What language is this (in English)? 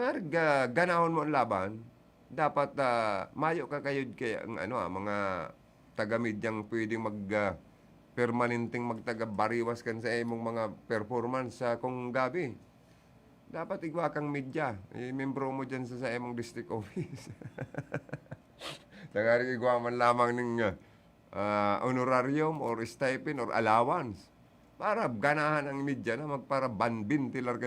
Bikol